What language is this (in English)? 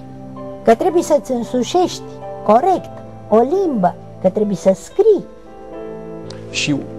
Romanian